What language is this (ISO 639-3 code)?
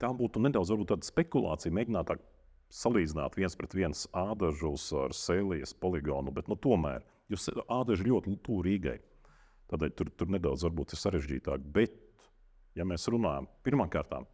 lav